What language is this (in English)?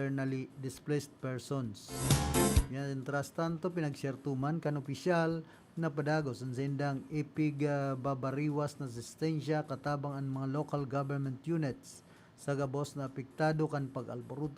Bikol